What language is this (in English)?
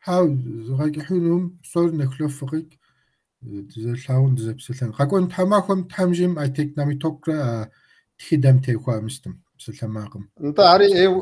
Kabardian